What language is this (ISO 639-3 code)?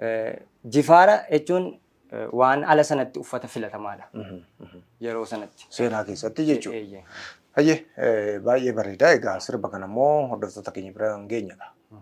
orm